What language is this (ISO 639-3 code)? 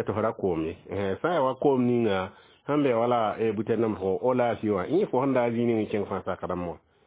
mos